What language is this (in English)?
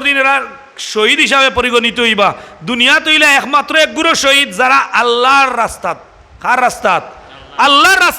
Sylheti